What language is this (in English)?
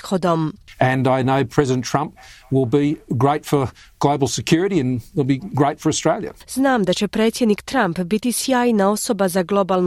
Croatian